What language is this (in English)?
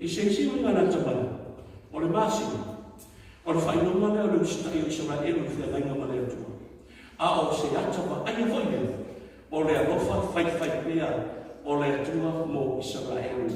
Samoan